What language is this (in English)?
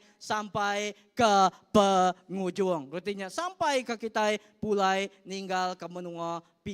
Iban